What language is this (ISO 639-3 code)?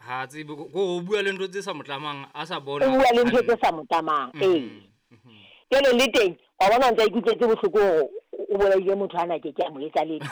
sot